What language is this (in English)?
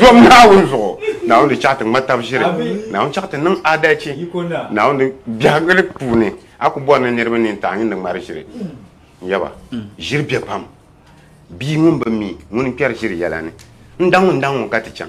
Dagbani